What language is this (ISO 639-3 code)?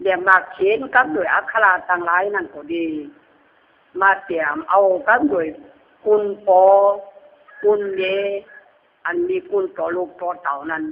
khb